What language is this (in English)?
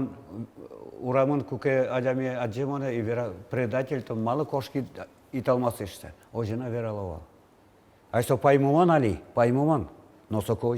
Udmurt